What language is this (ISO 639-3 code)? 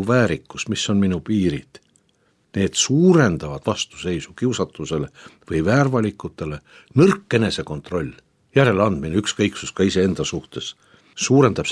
est